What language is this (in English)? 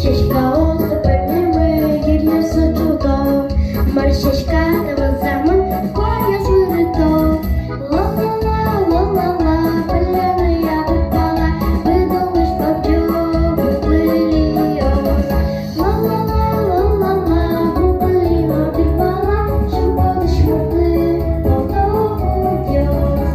Udmurt